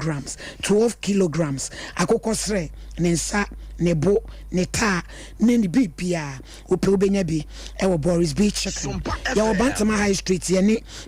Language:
Akan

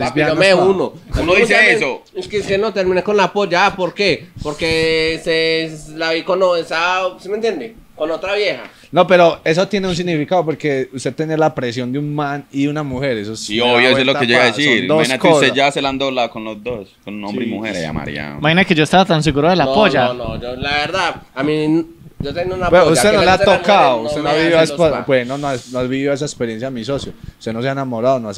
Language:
Spanish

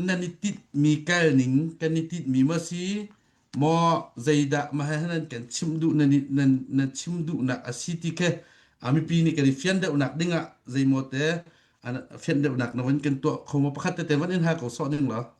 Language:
Hakha Chin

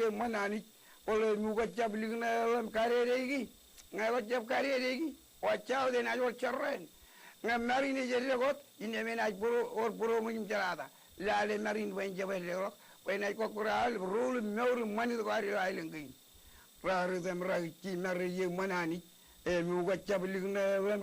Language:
Marshallese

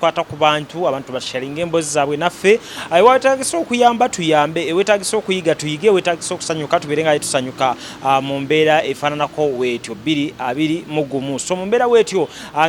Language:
Ganda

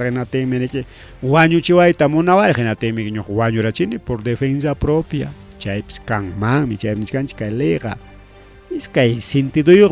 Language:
Ayacucho Quechua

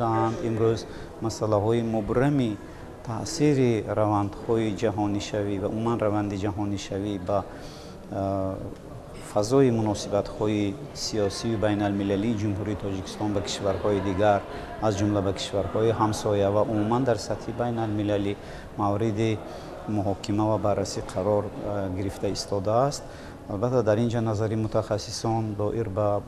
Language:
Tajik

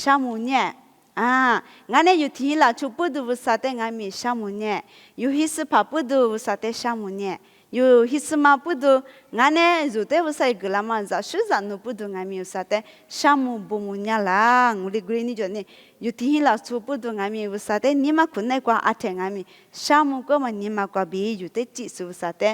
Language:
Lisu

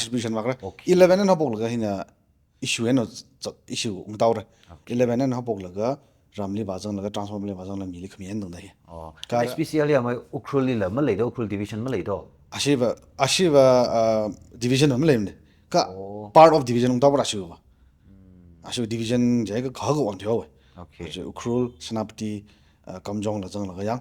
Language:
Tangkhul Naga (India)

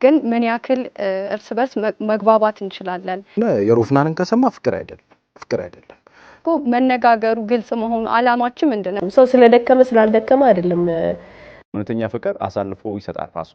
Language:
Amharic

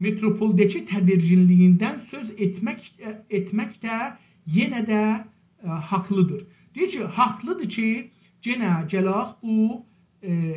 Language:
South Azerbaijani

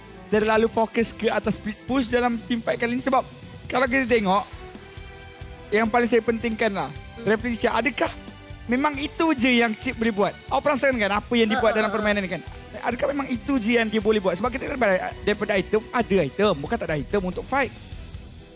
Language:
Malay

